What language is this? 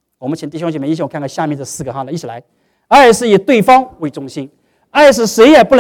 Chinese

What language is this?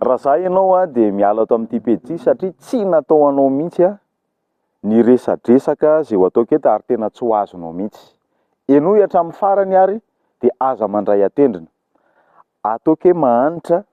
Malagasy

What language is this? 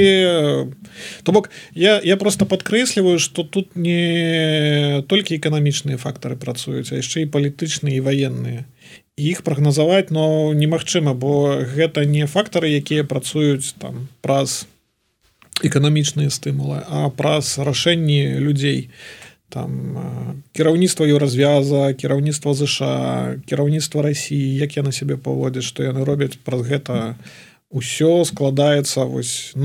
Belarusian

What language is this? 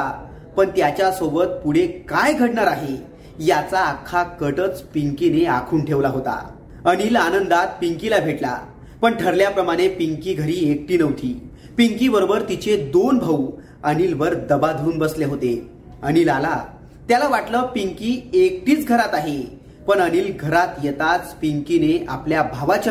Marathi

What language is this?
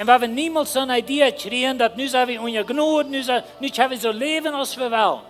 Plautdietsch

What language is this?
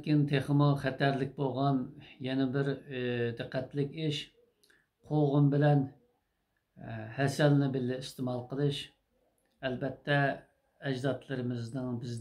Uyghur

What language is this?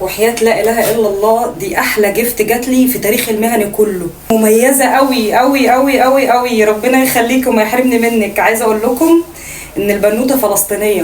Egyptian Arabic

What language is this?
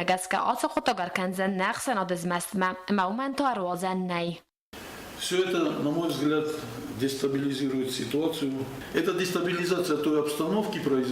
Ossetic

